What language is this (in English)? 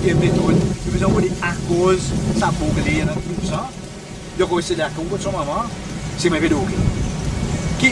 Seselwa Creole French